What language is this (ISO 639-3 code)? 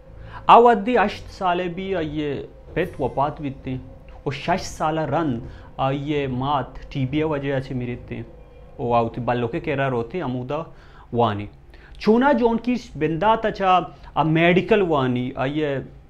bal